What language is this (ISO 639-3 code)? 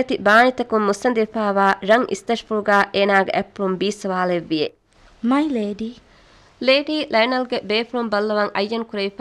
div